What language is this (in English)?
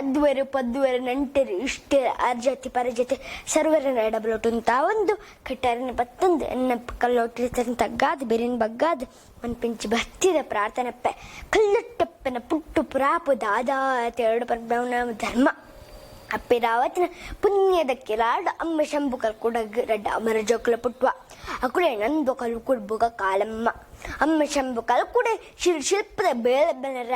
Tulu